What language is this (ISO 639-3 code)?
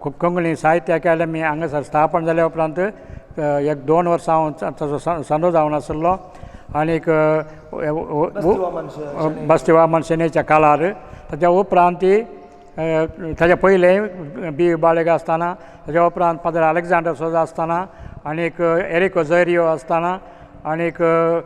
kok